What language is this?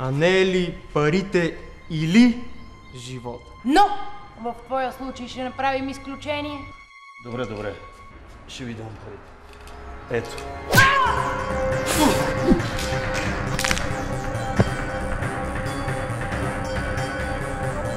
Bulgarian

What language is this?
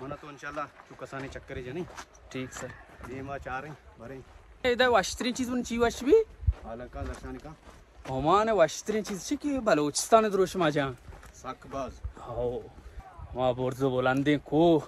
Baluchi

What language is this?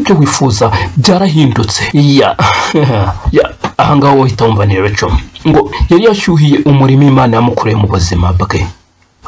Kinyarwanda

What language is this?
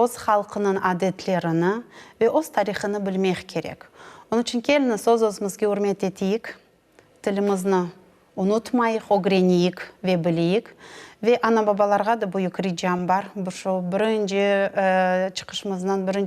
Crimean Tatar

